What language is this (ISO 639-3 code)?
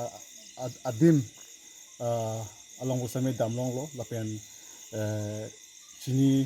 mjw